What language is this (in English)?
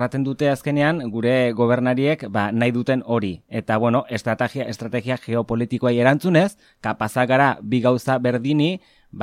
Basque